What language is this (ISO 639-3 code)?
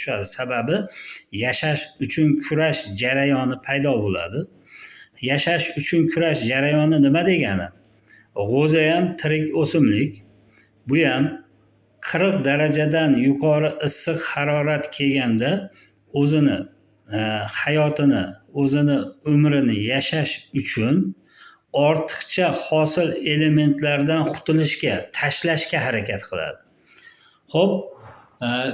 uzb